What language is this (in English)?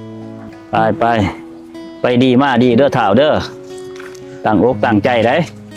Lao